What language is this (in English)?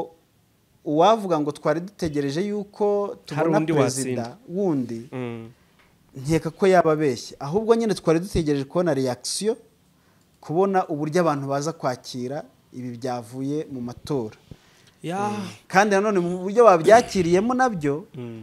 Kinyarwanda